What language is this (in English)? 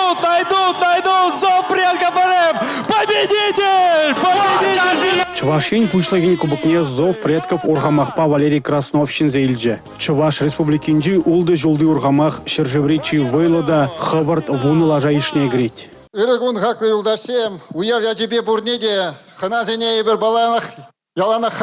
Chuvash